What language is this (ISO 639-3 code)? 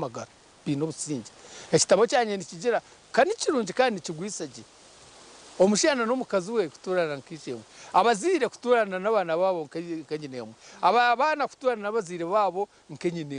nyn